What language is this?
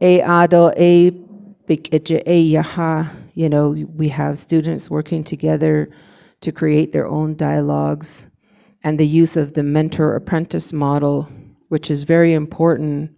Navajo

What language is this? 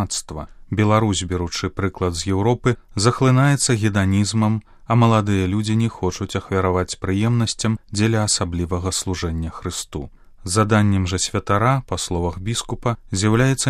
Belarusian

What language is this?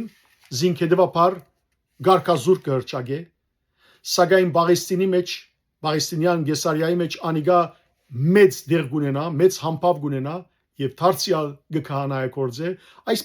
Western Armenian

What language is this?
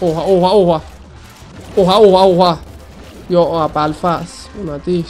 South Azerbaijani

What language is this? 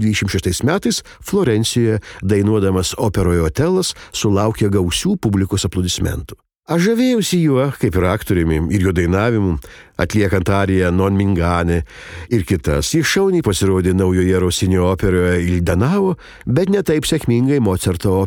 Lithuanian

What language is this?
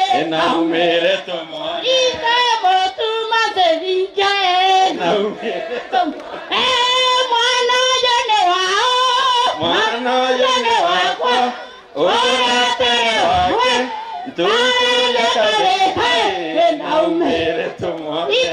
Meru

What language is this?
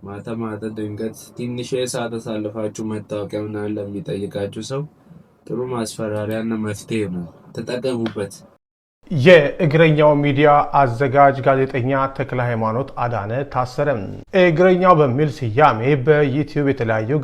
Amharic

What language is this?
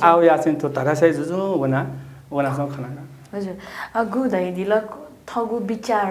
Newari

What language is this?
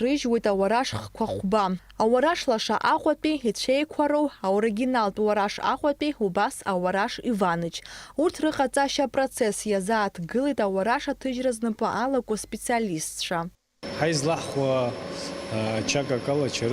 Abkhazian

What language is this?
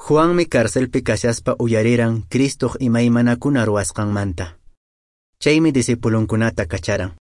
Quechua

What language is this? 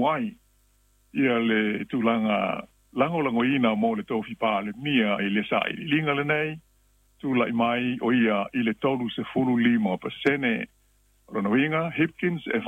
Samoan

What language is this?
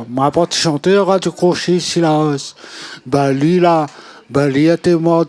Réunion Creole French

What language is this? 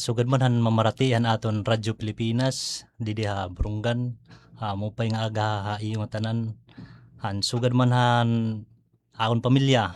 Waray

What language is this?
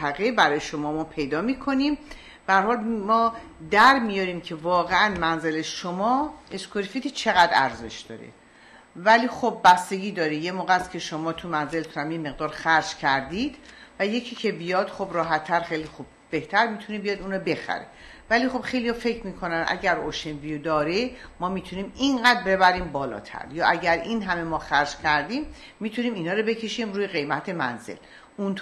Persian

